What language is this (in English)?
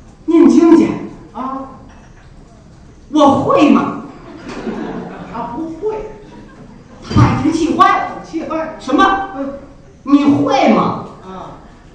Chinese